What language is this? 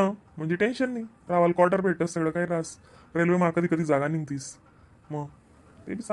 Khandesi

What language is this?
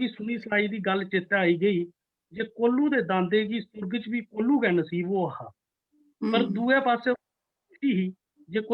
Dogri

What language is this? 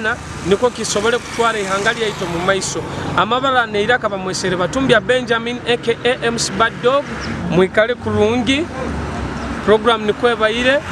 Nyoro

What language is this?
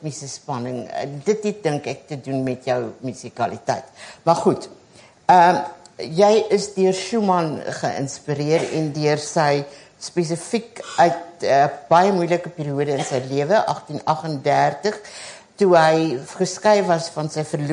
Afrikaans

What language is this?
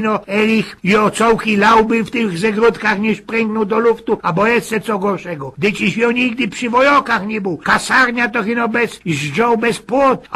Silesian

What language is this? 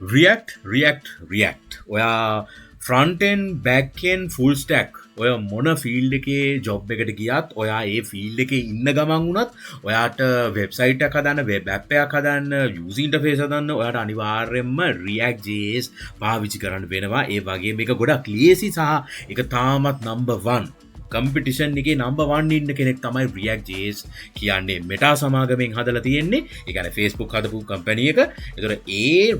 Sinhala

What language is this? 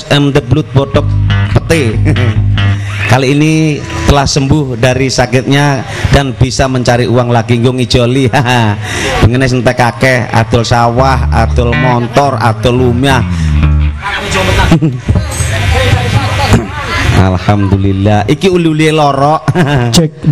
Javanese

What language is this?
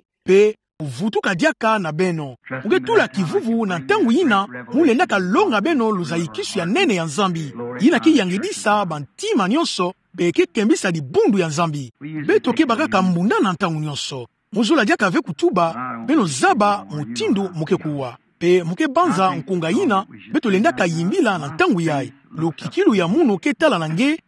Kituba (Democratic Republic of Congo)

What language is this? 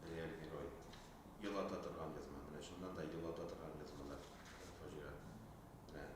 Tatar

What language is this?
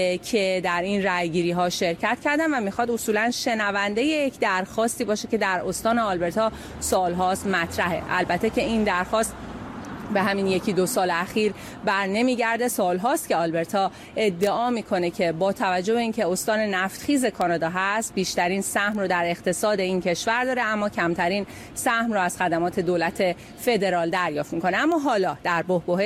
Persian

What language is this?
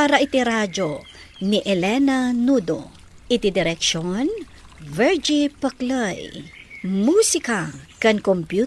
Iloko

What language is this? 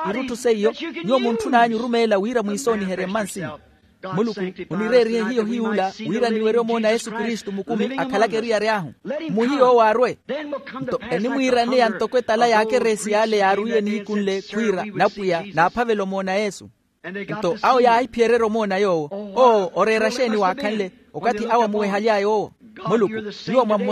Makhuwa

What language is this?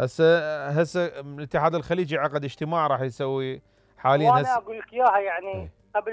Mesopotamian Arabic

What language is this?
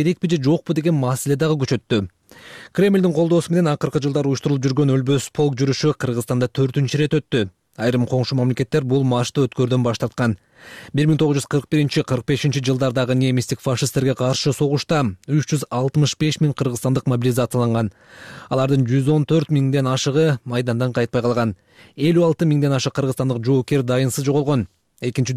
Kyrgyz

